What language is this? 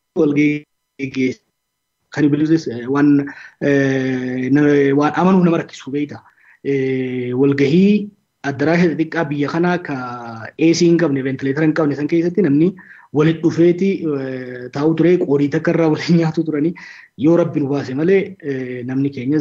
Oromo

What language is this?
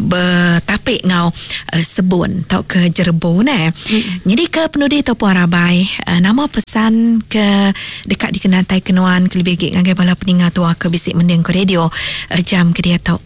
Iban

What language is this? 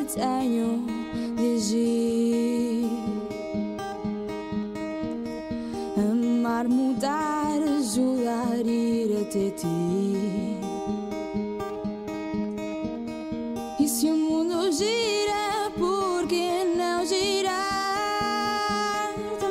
Portuguese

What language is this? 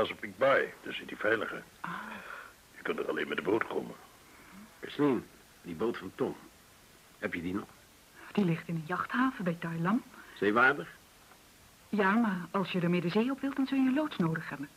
Dutch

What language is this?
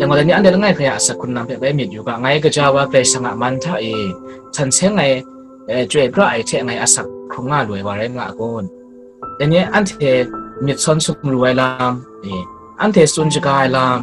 Kachin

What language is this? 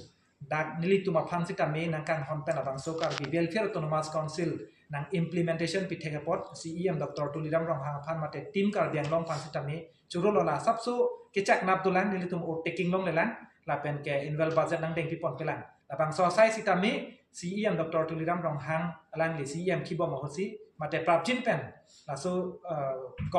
Karbi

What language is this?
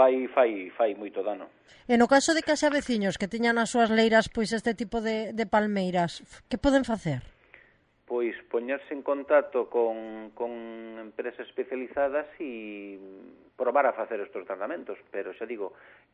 Galician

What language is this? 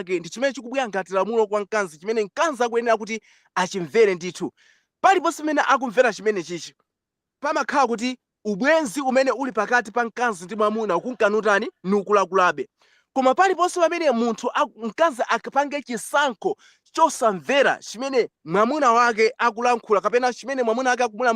Nyanja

